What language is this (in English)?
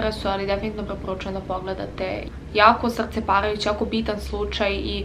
Serbian